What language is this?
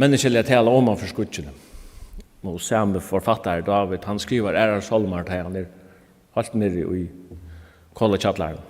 Faroese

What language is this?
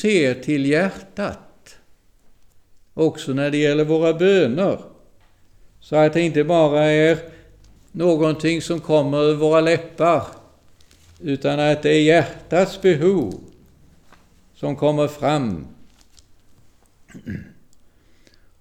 Swedish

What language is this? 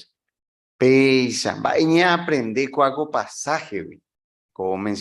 Guarani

